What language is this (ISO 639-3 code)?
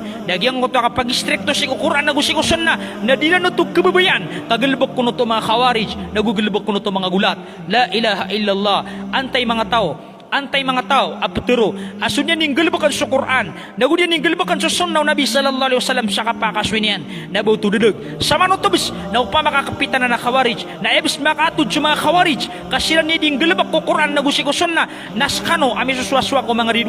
mrw